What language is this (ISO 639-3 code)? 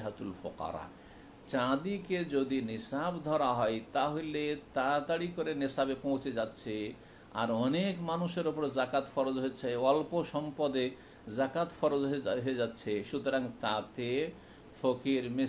ben